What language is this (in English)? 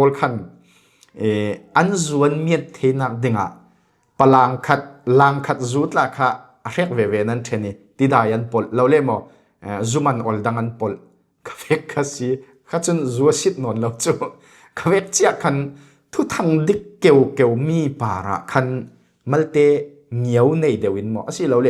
Falam Chin